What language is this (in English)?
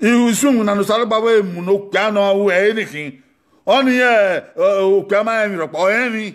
Bini